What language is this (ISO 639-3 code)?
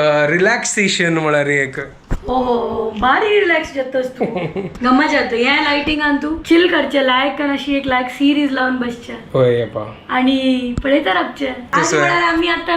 kok